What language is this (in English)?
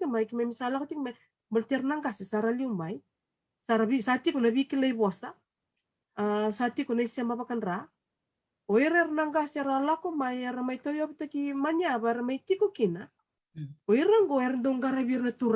Fijian